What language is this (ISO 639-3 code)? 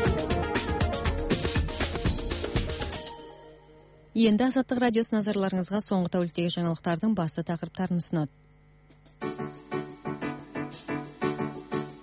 kaz